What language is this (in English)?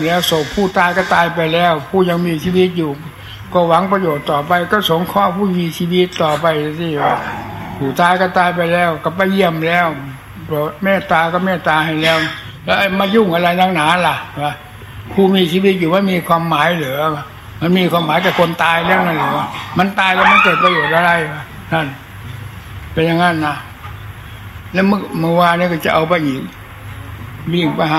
Thai